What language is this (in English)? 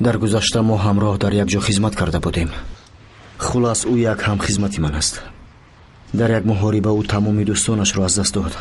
Tajik